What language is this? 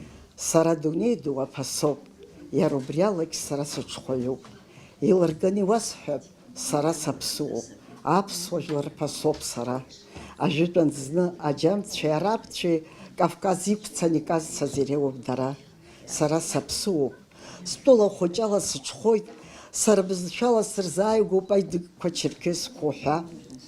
Abkhazian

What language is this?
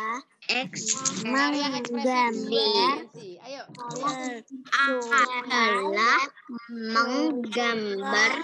Indonesian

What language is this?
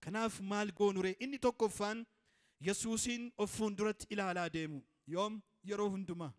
Oromo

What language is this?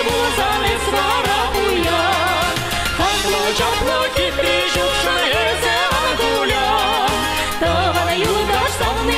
Chuvash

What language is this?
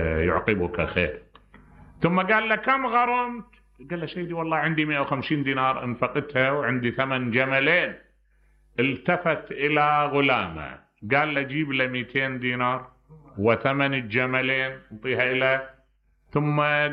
Mesopotamian Arabic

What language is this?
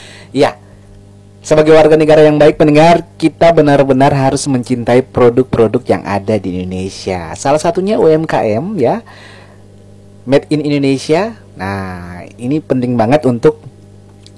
Indonesian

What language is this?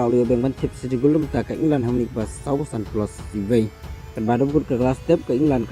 Khasi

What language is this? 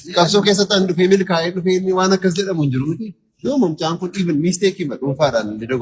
Oromo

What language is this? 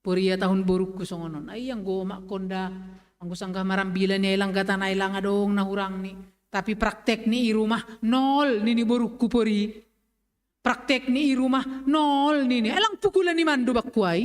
Batak Simalungun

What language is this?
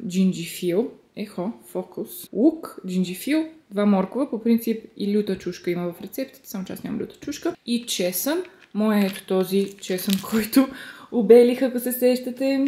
Bulgarian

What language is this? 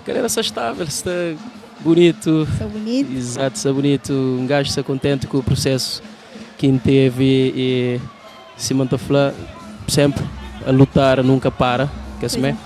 Kabuverdianu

